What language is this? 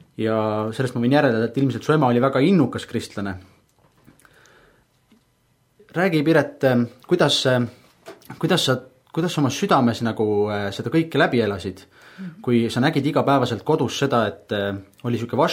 Estonian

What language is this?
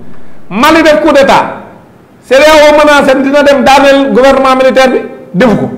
Wolof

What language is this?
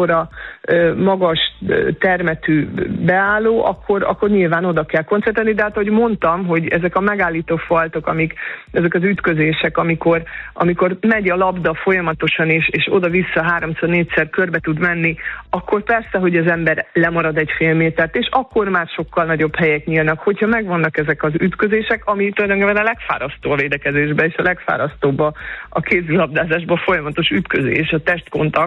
Hungarian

